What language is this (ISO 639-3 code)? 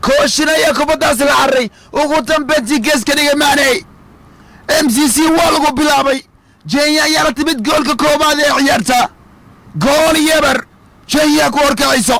som